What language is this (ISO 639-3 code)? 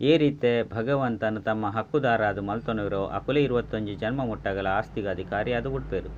tcy